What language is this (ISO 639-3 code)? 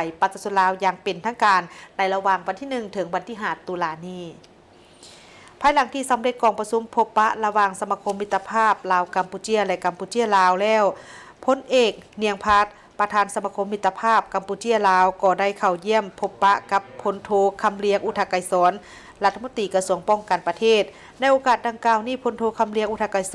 lao